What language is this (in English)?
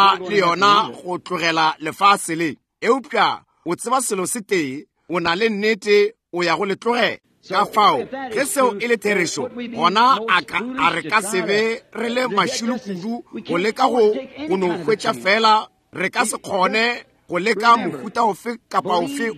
Northern Sotho